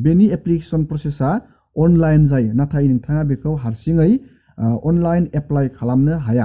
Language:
Bodo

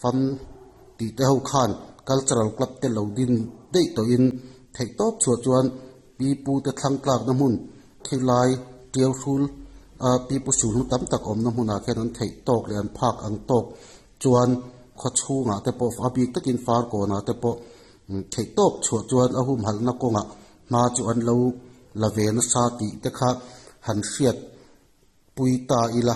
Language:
Mizo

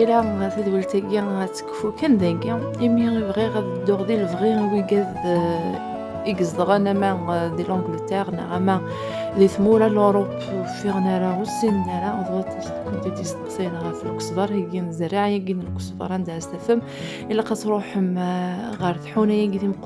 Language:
Kabyle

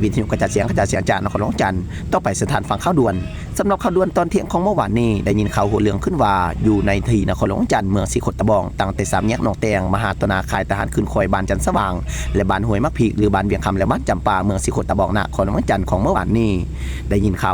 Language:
Lao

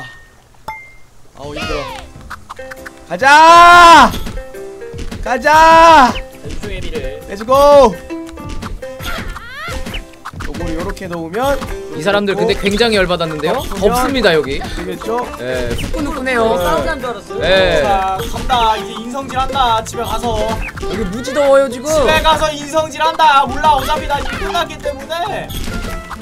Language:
Korean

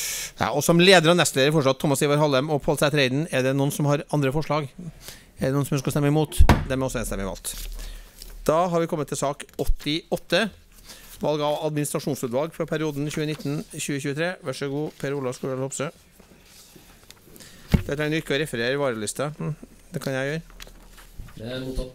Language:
Norwegian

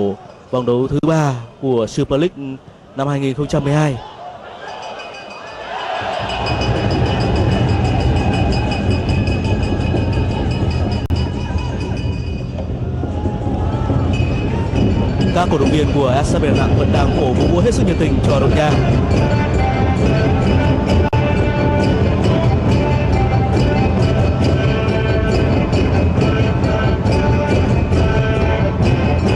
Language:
Vietnamese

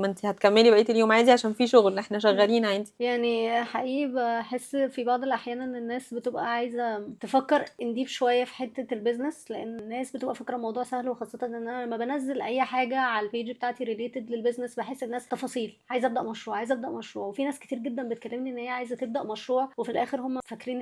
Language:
Egyptian Arabic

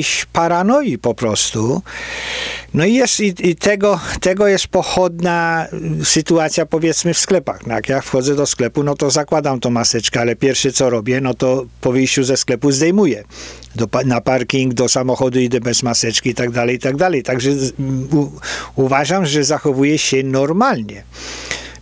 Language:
Polish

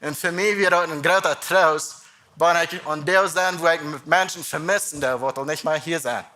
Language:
Plautdietsch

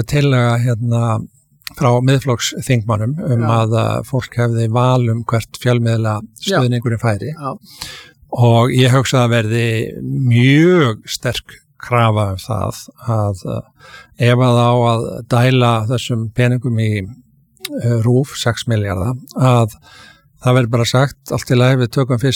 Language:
Icelandic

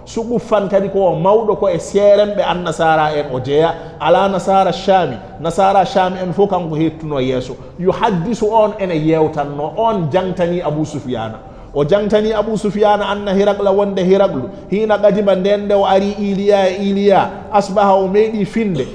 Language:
Fula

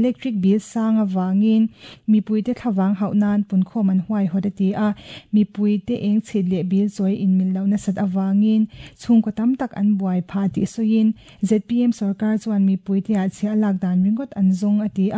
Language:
Mizo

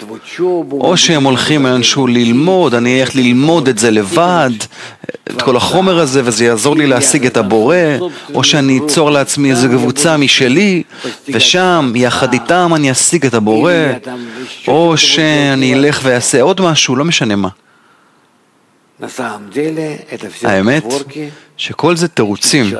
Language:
Hebrew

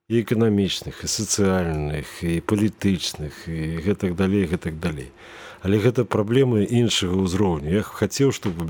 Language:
Belarusian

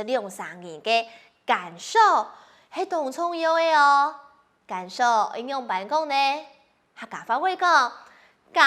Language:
Hakka Chinese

